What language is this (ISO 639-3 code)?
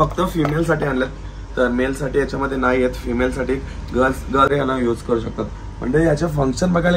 mar